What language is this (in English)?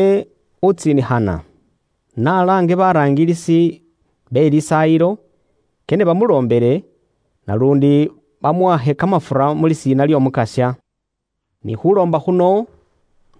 Luyia